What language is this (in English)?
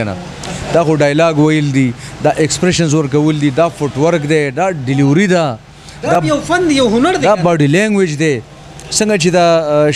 Pashto